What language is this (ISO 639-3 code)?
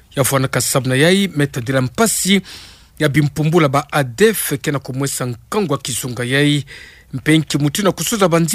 ktu